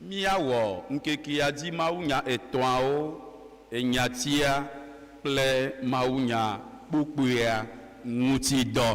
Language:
Ewe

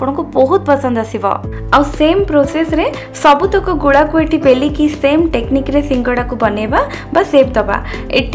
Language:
Odia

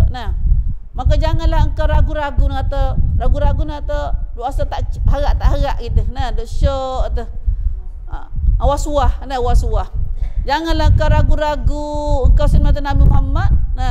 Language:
Malay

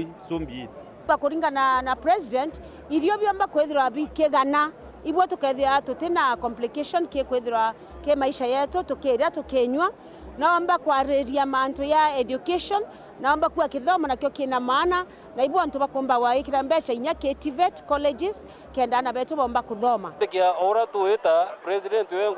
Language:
Meru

